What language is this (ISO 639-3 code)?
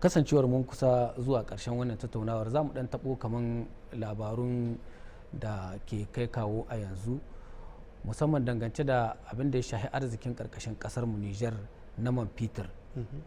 hau